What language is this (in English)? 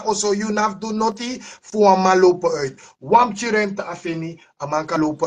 Sranan Tongo